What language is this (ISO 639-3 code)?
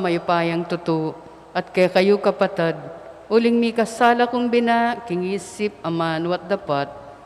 pam